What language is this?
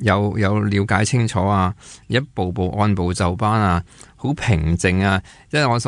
Cantonese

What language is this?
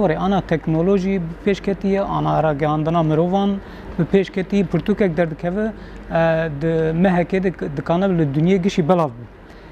Kurdish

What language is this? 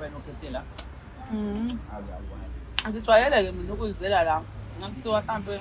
Zulu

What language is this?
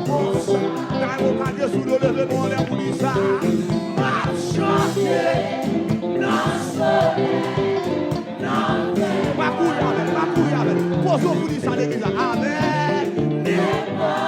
Haitian Creole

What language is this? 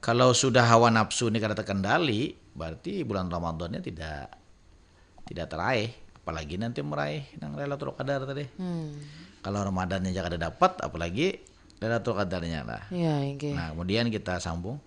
Banjar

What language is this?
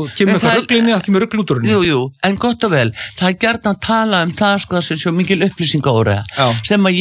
Icelandic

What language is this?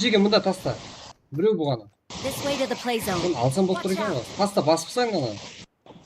Kara-Kalpak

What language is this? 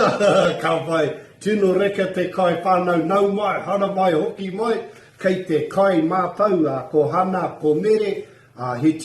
Māori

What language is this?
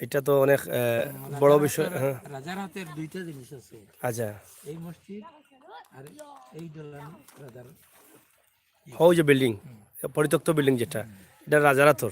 Sylheti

